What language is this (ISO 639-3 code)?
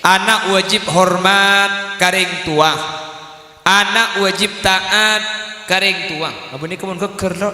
mad